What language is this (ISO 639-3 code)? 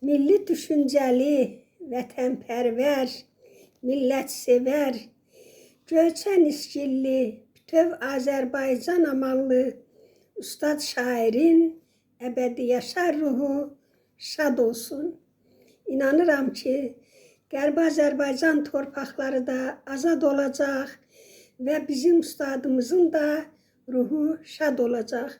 aze